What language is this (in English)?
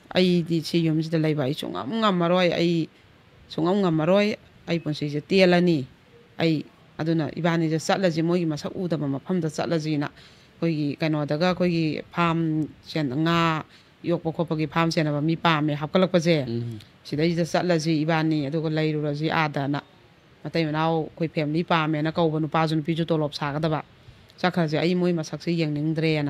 Manipuri